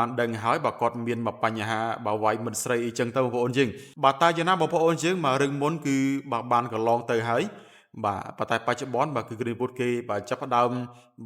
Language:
Khmer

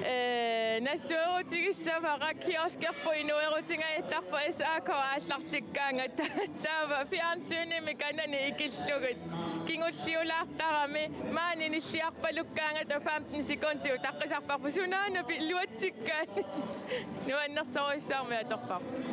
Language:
Kalaallisut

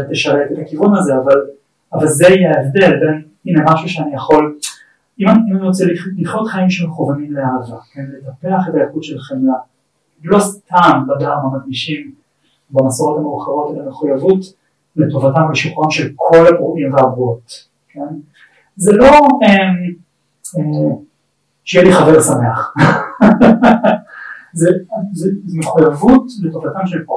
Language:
Hebrew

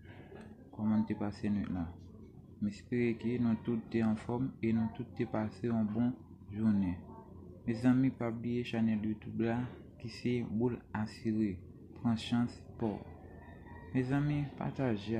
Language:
Haitian Creole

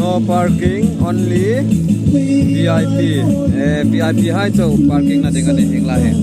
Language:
Hmar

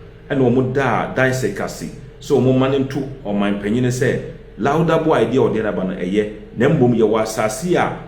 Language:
Akan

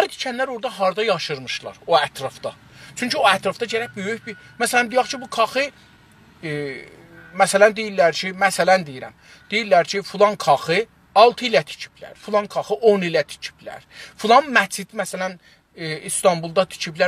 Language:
South Azerbaijani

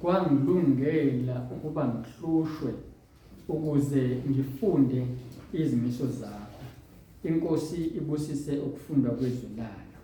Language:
Zulu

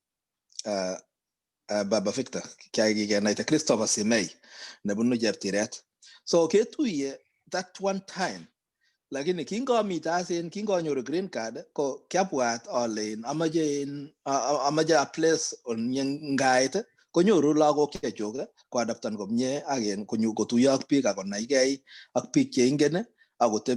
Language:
Kalenjin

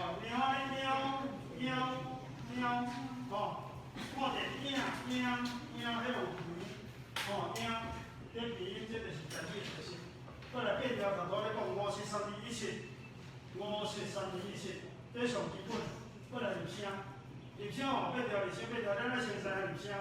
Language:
Min Nan Chinese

